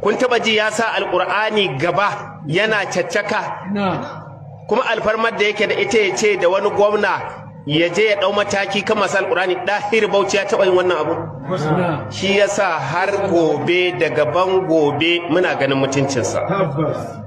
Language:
Hausa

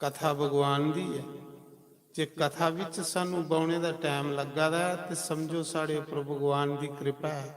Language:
Dogri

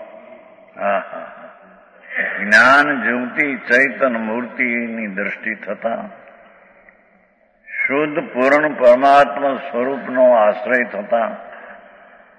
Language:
Gujarati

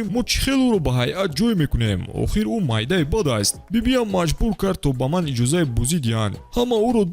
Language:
Tajik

